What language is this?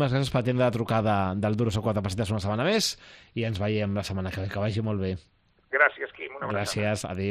Catalan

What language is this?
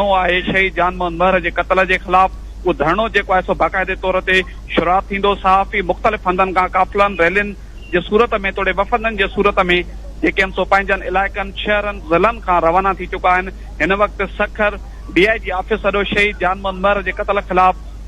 Sindhi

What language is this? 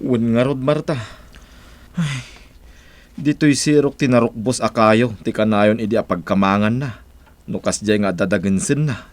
Iloko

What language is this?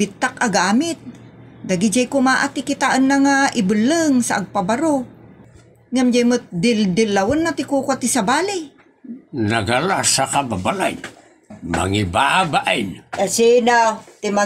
Iloko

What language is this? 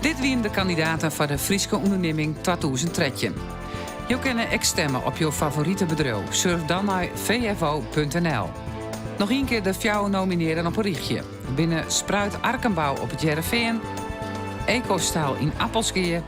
Western Frisian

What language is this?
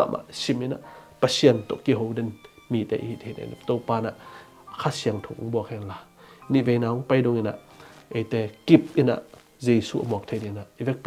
Tedim Chin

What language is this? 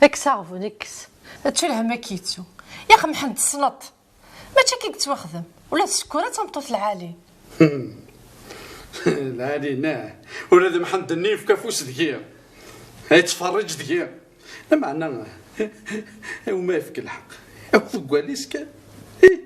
Kabyle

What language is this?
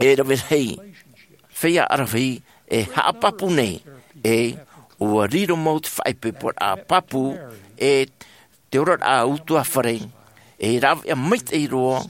Tahitian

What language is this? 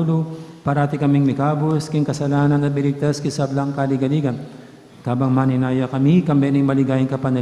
Pampanga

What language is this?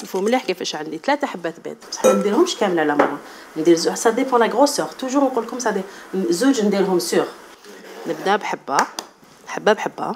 Algerian Arabic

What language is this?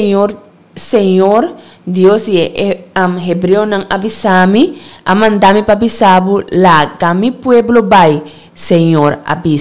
Papiamento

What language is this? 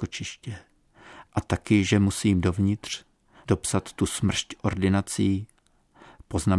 Czech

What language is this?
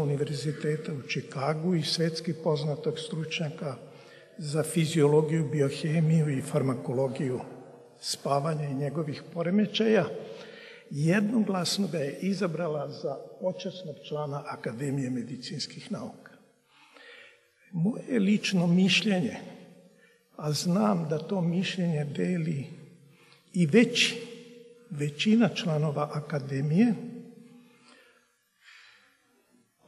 Serbian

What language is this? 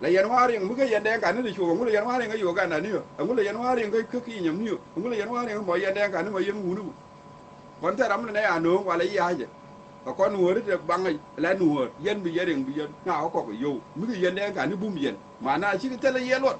Nuer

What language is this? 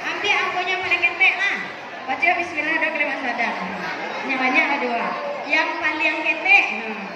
Minangkabau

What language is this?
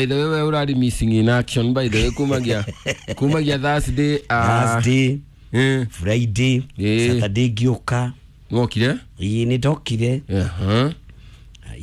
Kikuyu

